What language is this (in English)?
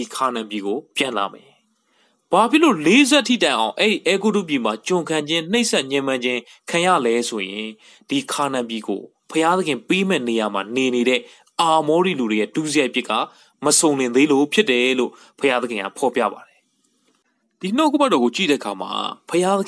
Burmese